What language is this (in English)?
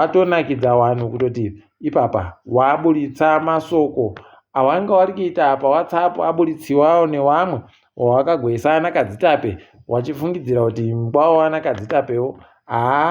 Ndau